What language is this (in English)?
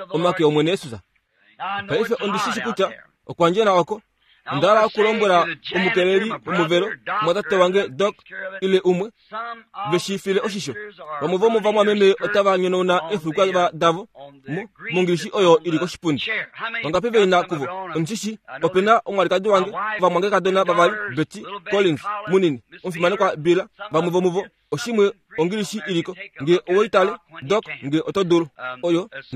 Kuanyama